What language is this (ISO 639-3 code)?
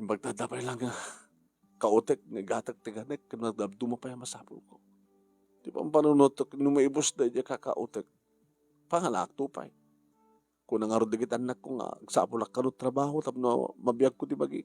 ilo